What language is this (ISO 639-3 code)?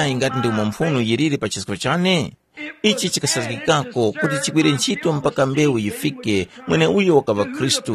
tum